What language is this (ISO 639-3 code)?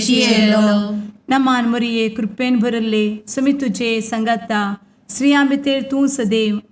kok